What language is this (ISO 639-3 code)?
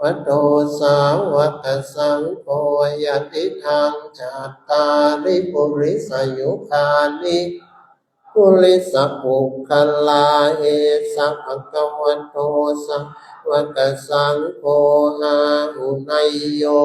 pli